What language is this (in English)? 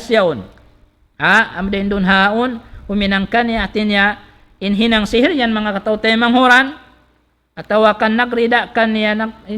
Tausug